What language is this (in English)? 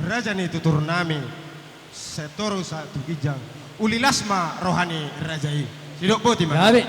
Batak Toba